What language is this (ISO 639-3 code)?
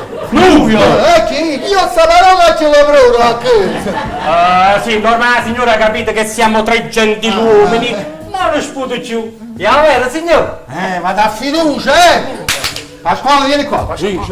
nap